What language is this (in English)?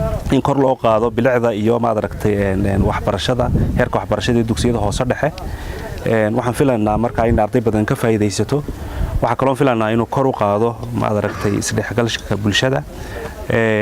Somali